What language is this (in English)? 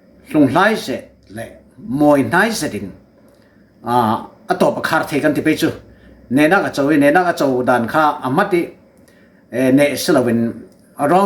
Falam Chin